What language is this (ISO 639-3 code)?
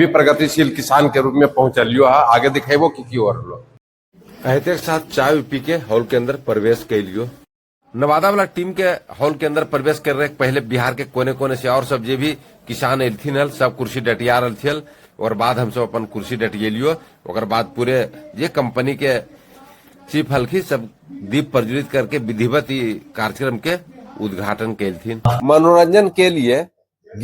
mag